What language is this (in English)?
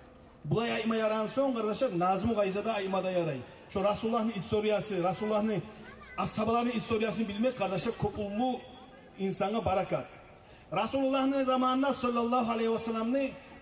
Kumyk